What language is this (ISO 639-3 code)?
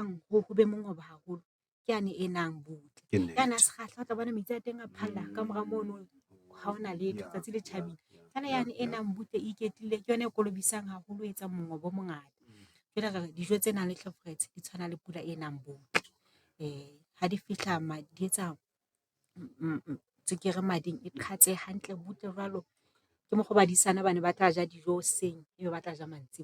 sot